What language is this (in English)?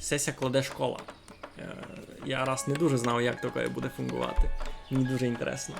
Rusyn